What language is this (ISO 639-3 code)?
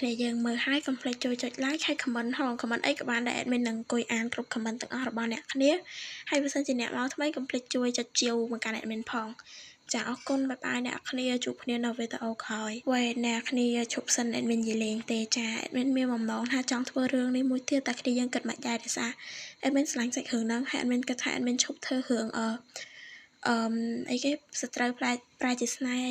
khm